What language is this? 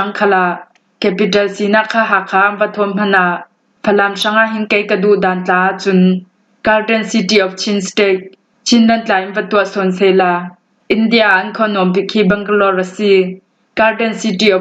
Falam Chin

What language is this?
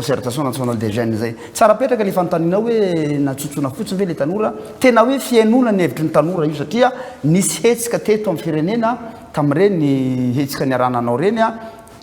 Malagasy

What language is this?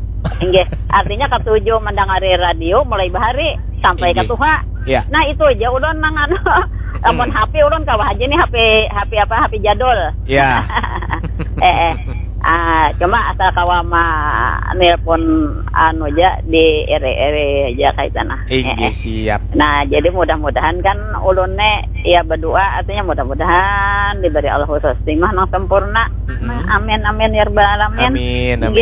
Banjar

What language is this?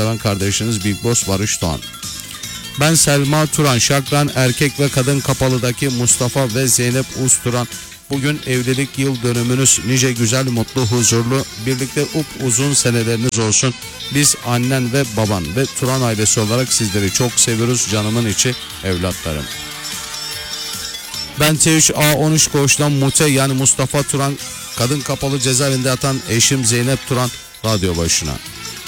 Turkish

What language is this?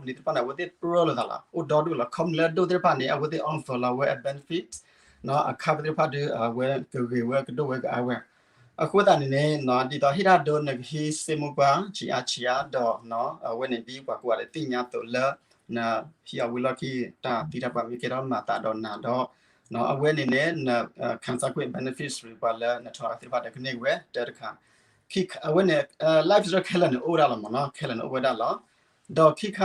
S'gaw Karen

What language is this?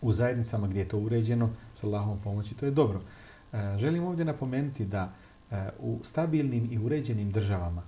Bosnian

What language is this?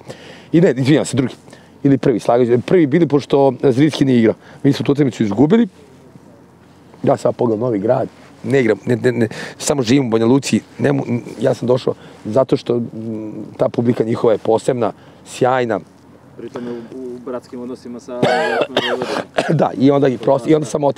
Serbian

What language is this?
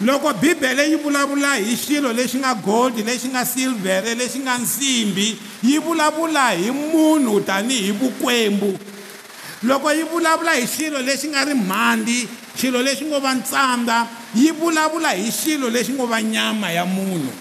Tsonga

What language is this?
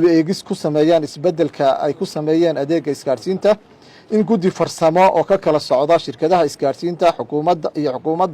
Somali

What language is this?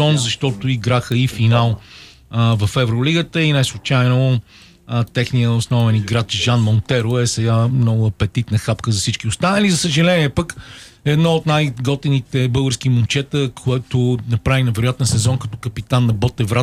Bulgarian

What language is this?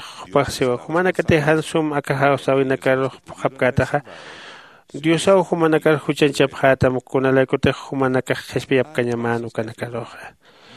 Aymara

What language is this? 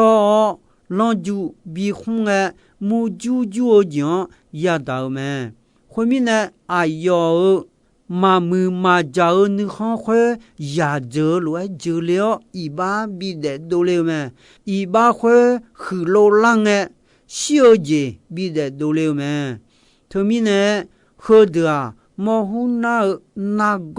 Akha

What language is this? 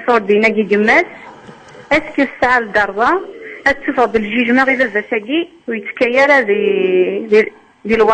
Kabyle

